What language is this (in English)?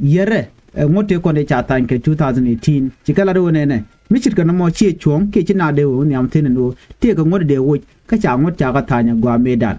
Nuer